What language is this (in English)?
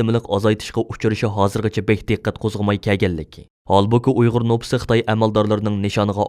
Uyghur